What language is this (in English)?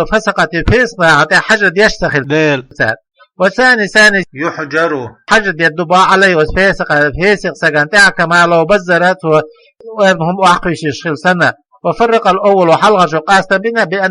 Chechen